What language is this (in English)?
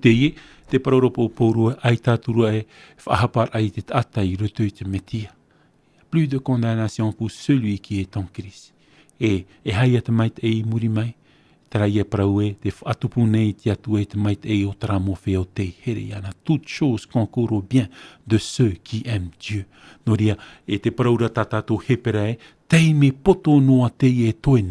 Tahitian